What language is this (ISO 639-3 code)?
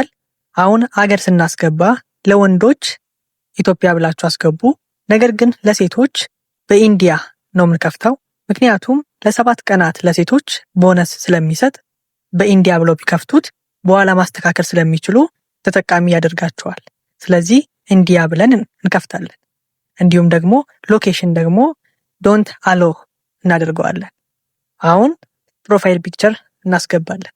amh